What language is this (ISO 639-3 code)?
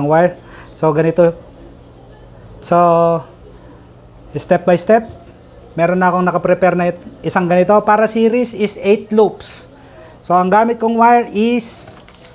fil